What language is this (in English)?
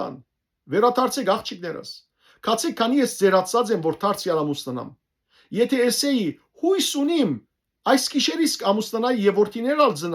Western Armenian